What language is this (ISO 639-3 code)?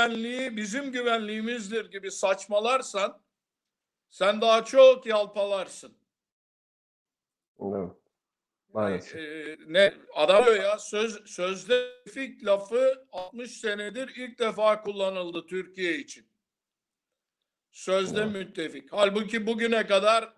tur